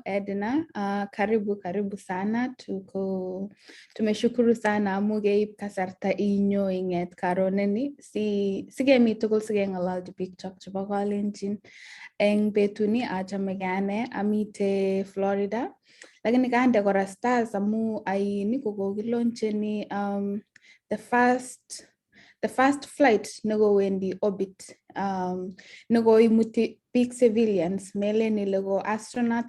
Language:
Kalenjin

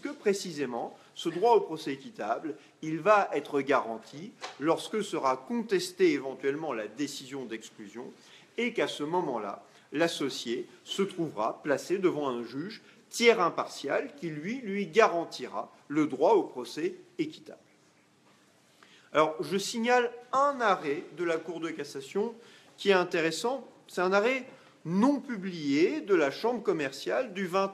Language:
French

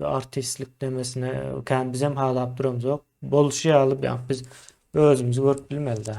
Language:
Turkmen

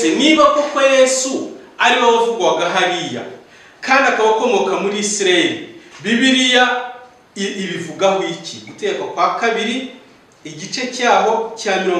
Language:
Kinyarwanda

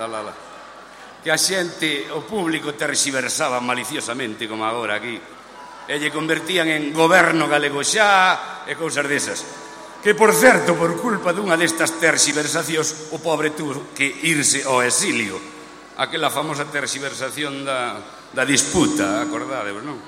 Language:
Galician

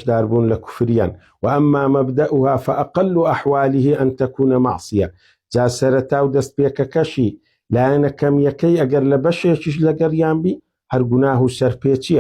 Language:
Central Kurdish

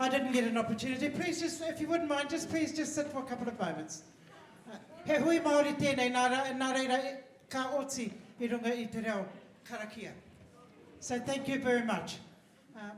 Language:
Māori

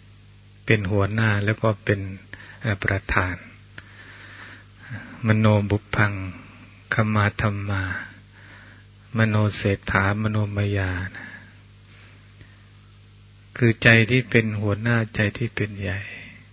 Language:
Thai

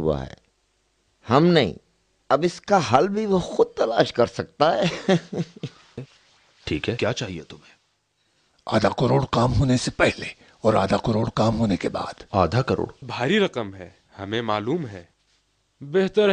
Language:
Urdu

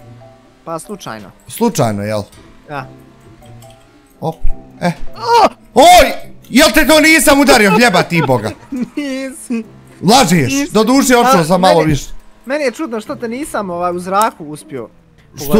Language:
Bosnian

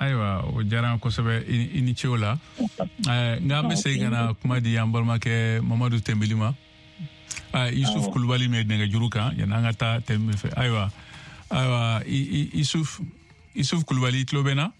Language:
Bambara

